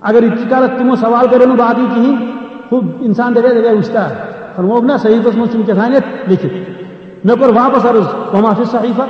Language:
Kashmiri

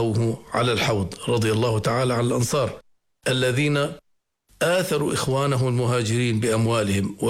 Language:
Arabic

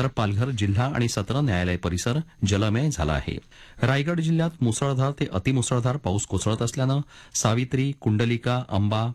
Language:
Marathi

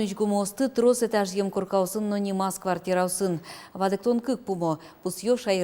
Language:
Udmurt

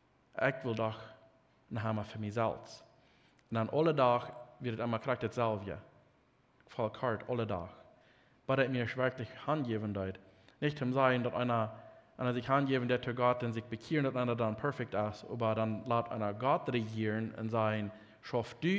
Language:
Plautdietsch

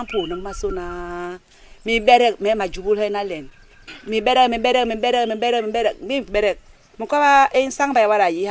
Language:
Basaa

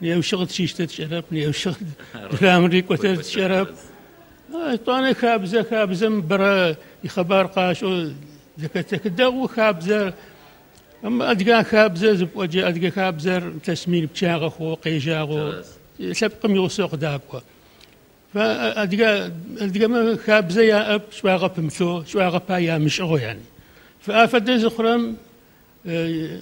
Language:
Adyghe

